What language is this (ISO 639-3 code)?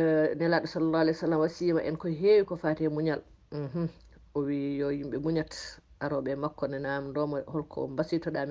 ful